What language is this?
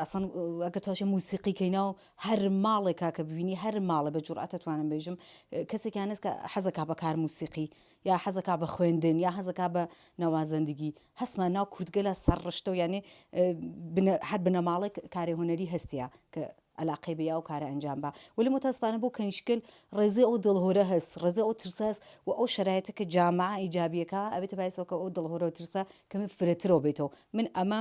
Central Kurdish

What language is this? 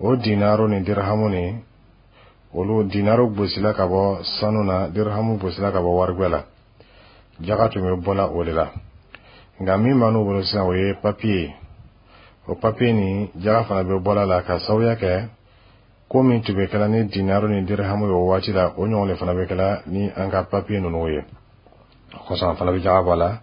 Dyula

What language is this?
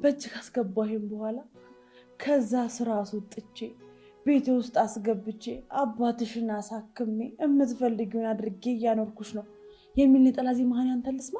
Amharic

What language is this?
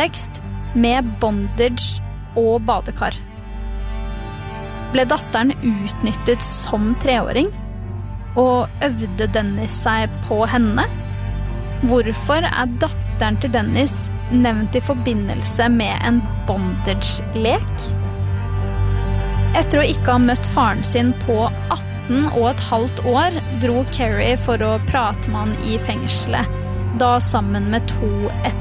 Norwegian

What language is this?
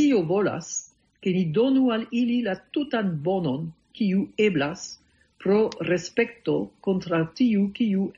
Esperanto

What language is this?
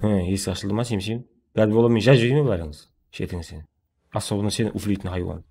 Kara-Kalpak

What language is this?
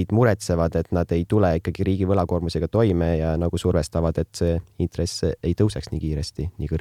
Estonian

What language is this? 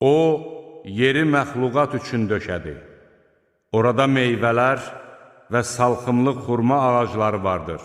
Azerbaijani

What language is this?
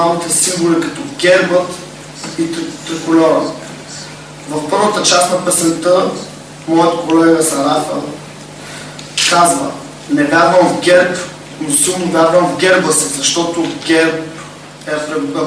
Bulgarian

